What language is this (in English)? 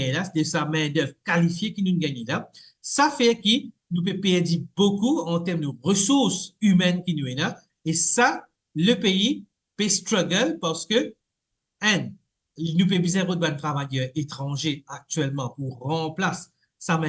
Morisyen